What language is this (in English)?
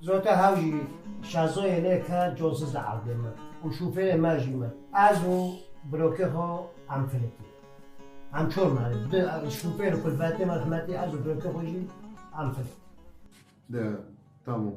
Kurdish